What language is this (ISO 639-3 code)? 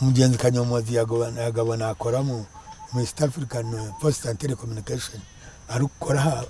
nyn